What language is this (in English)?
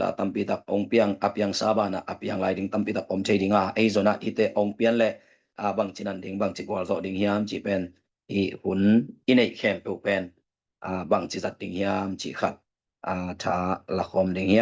Tedim Chin